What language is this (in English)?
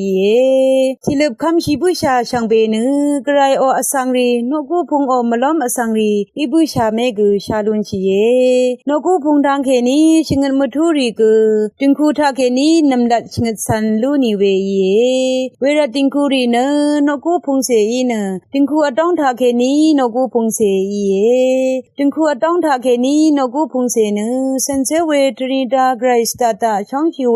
Rawang